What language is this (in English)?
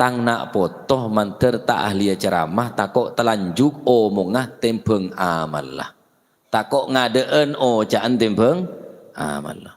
Madurese